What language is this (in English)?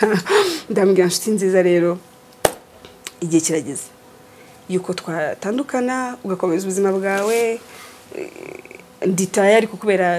Kinyarwanda